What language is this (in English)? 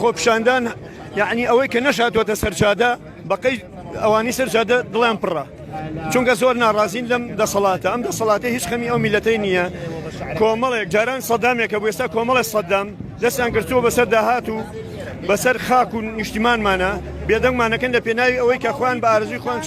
Central Kurdish